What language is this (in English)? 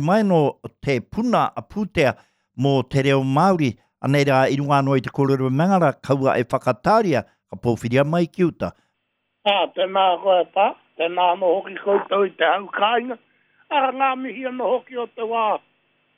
Māori